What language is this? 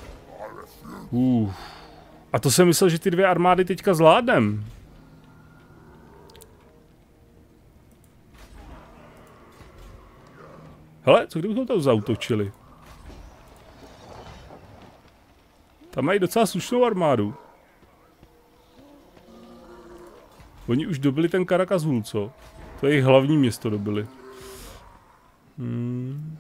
Czech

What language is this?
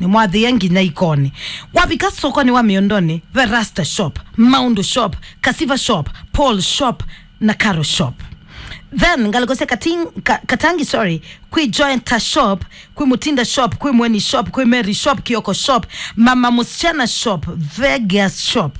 Kamba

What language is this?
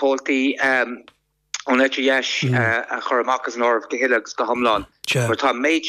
Irish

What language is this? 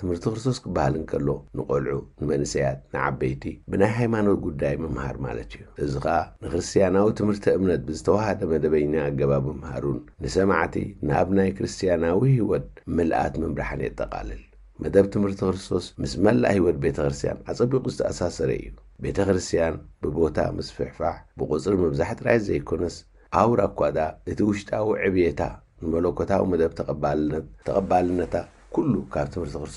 Tigrinya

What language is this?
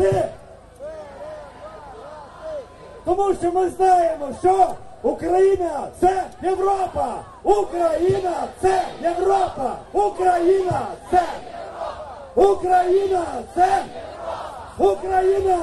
Ukrainian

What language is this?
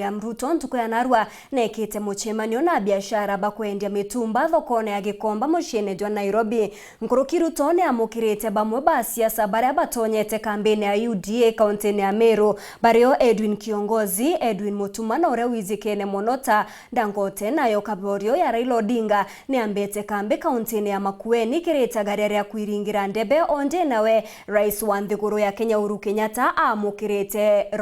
Meru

